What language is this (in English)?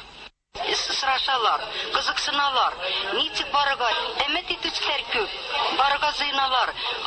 Tatar